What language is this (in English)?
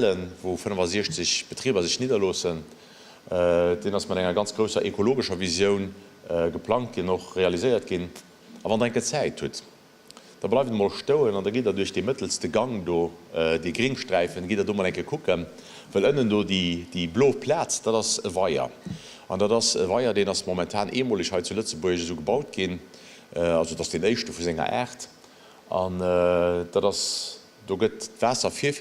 Luxembourgish